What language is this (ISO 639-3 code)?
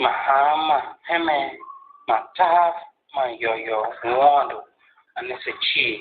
tiv